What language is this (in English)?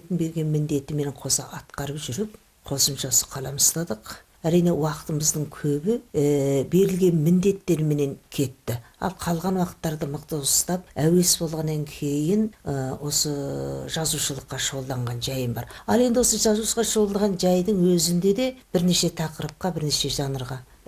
Kazakh